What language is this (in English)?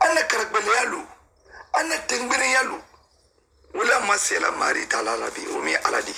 Mandingo